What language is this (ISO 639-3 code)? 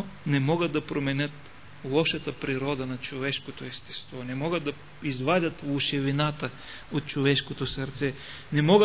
bul